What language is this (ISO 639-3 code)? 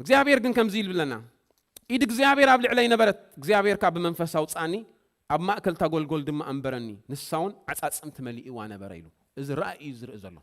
tir